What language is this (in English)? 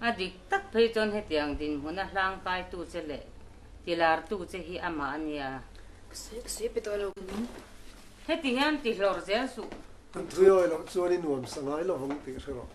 Mizo